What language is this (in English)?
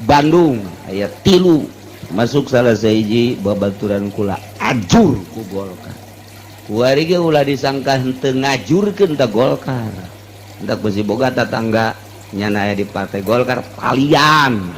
Sundanese